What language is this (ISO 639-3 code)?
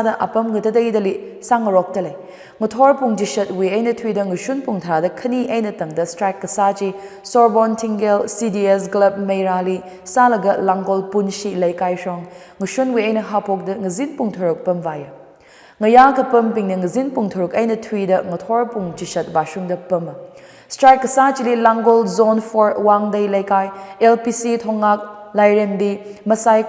nmf